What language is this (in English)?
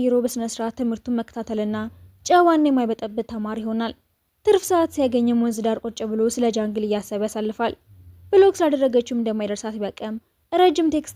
Amharic